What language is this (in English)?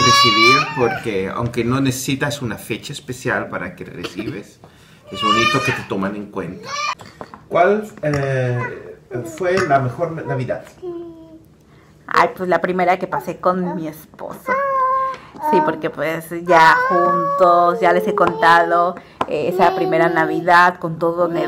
Spanish